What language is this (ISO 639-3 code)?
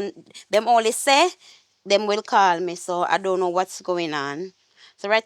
jam